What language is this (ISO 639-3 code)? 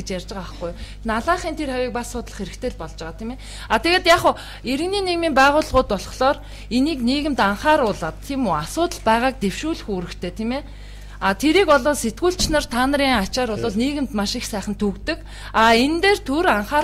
mon